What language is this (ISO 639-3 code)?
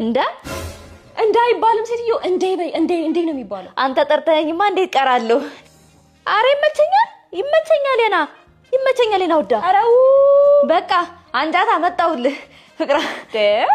amh